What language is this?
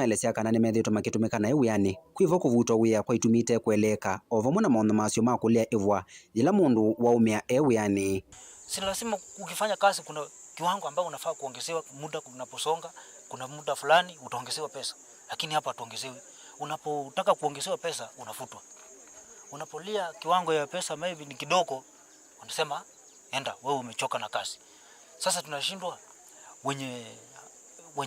Kamba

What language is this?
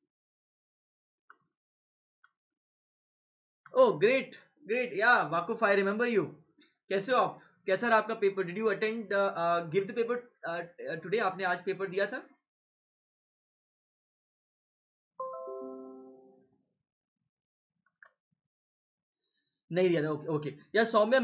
Hindi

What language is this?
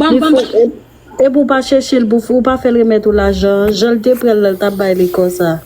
Haitian Creole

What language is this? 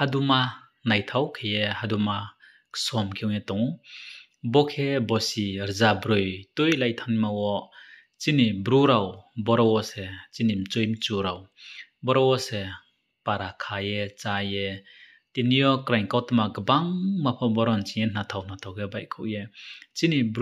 Riang (India)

